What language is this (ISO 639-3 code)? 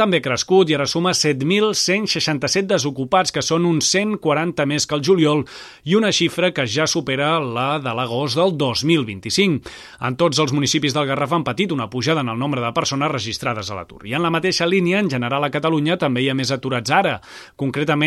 cat